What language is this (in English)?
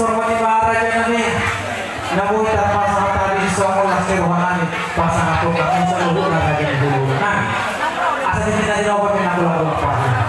Batak Toba